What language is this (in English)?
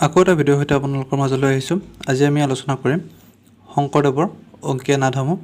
Assamese